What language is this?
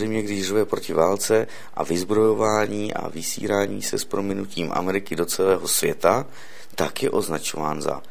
Czech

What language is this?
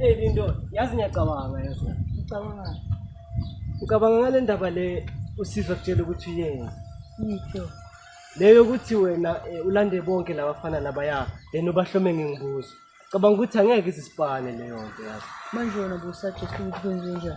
Zulu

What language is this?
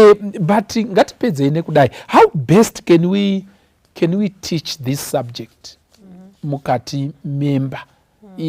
Shona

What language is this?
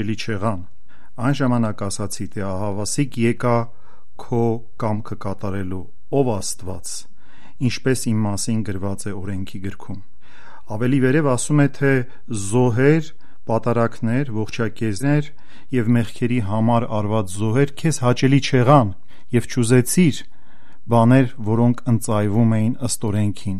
Armenian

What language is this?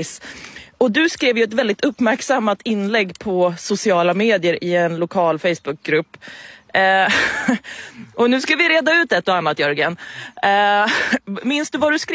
Swedish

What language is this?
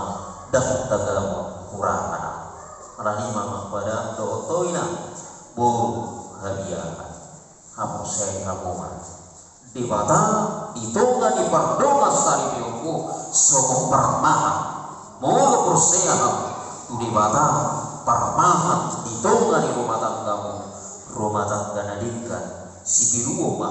Batak Toba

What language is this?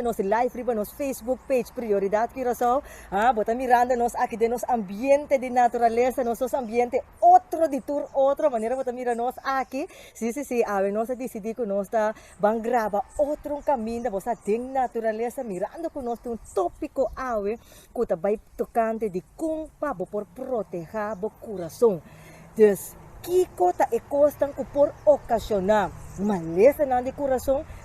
Papiamento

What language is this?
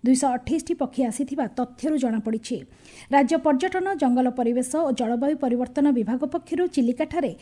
Odia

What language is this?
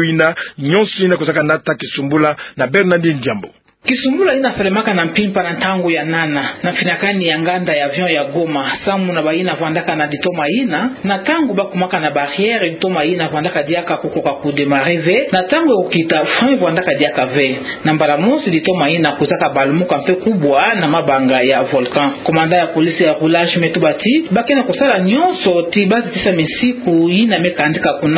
Kituba (Democratic Republic of Congo)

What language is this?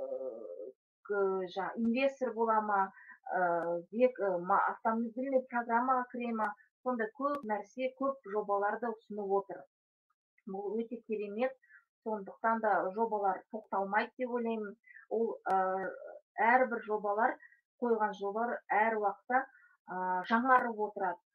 Kazakh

